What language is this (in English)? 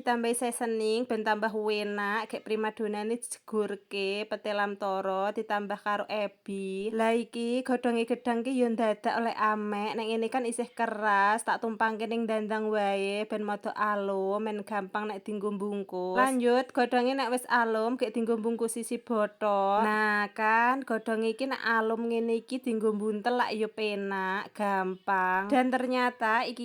Javanese